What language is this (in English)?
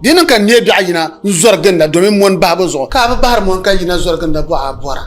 Dagbani